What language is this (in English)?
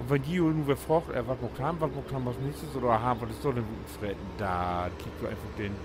Low German